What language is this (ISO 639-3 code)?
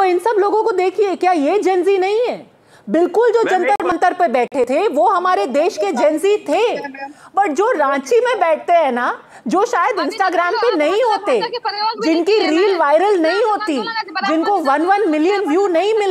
hin